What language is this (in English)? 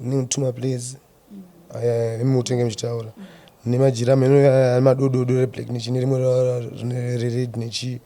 Shona